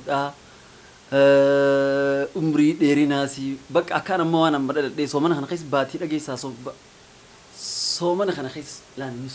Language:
Oromo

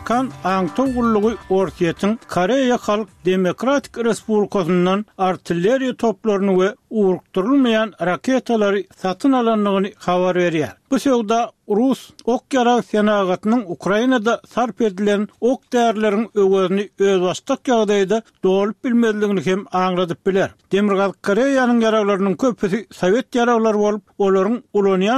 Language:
Turkmen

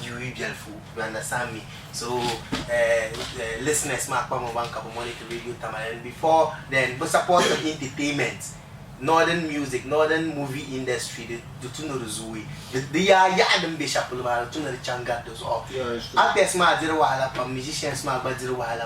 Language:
Dagbani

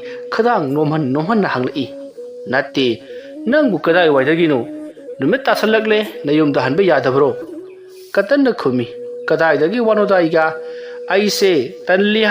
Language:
Manipuri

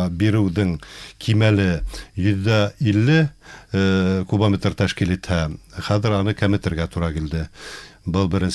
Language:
Bashkir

